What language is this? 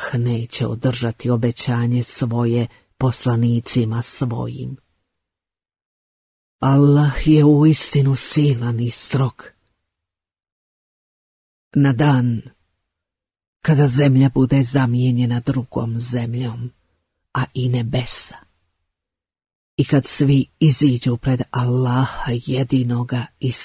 Bosnian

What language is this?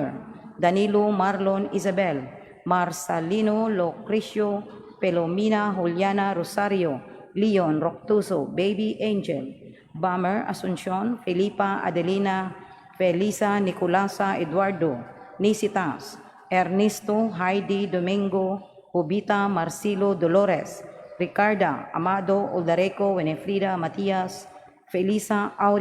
Cebuano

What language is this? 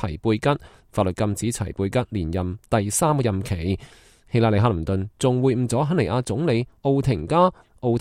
Cantonese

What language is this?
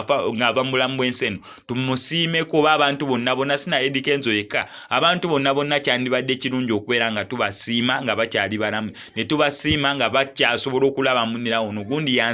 Ganda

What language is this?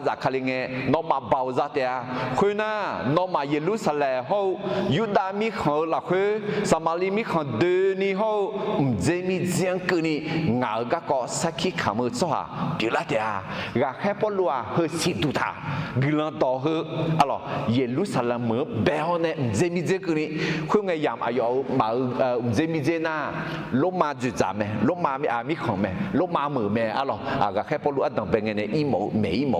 Akha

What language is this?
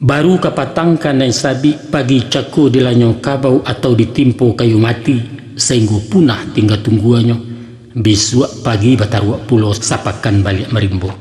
Minangkabau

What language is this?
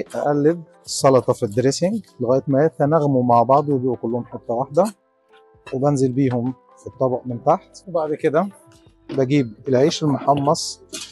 Egyptian Arabic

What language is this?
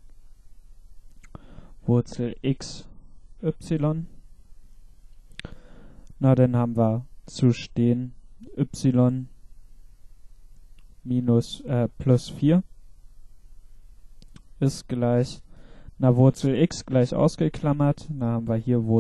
German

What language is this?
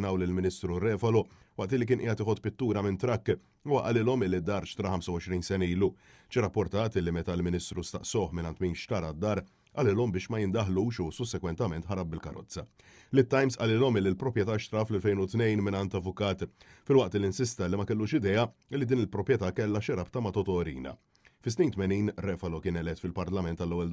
Maltese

